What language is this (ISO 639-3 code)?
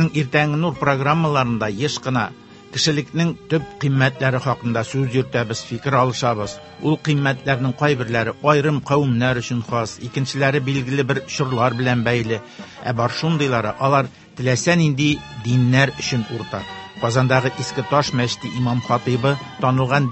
tat